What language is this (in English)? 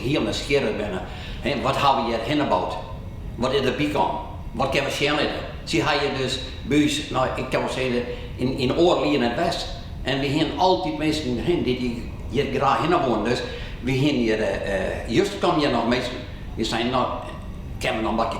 Western Frisian